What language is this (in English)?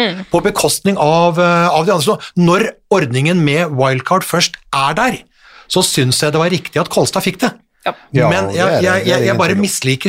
Norwegian